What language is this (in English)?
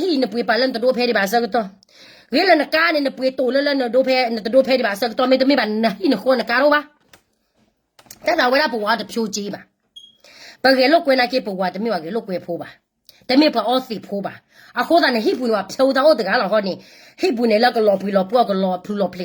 S'gaw Karen